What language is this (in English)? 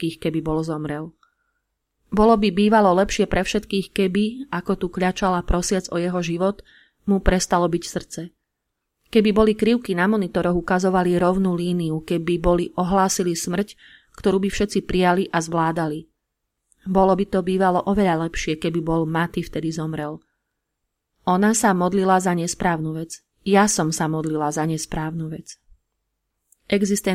Slovak